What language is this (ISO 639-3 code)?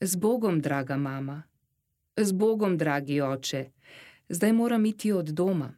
slv